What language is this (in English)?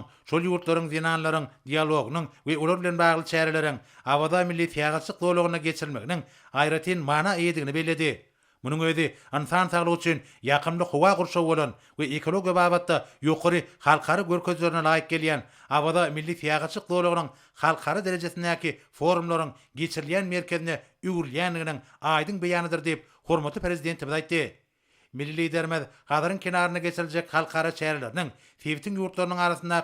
Turkmen